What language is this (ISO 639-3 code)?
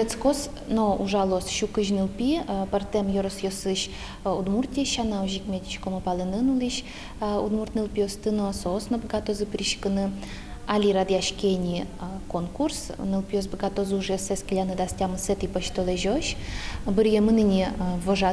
udm